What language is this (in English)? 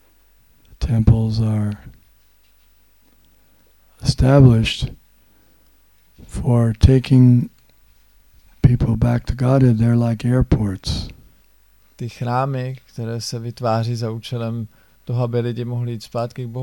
Czech